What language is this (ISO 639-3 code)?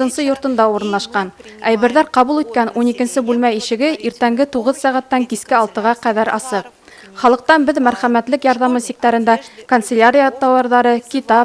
bak